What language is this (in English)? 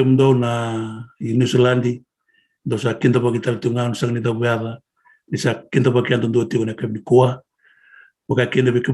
Fijian